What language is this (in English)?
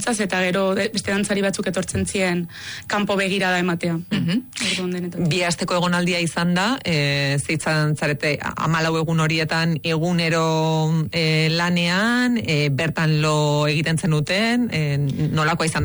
Basque